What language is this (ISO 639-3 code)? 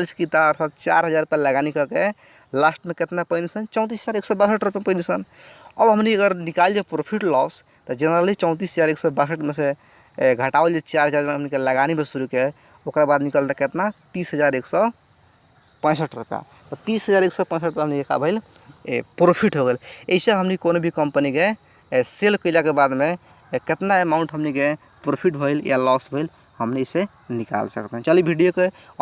bho